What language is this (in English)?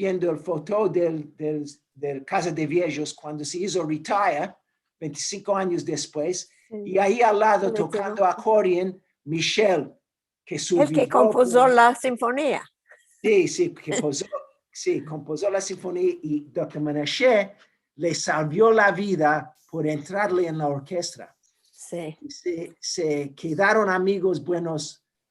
Ladino